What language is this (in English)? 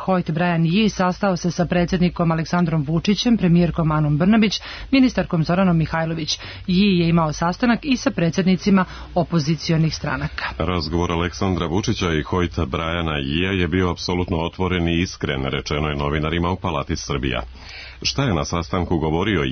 Serbian